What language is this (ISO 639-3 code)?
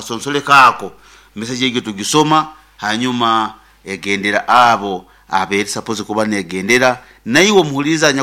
nyn